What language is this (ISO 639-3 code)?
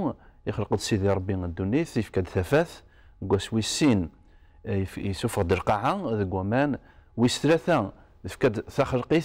kab